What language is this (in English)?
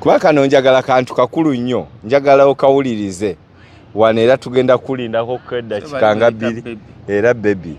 Ganda